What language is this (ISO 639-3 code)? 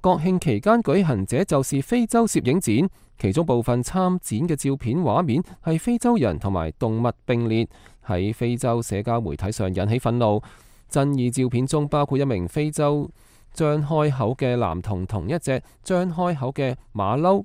yue